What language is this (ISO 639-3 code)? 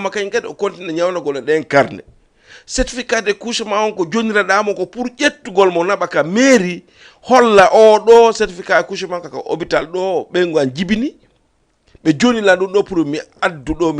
ful